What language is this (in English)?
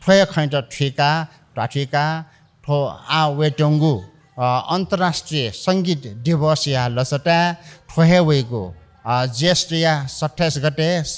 Newari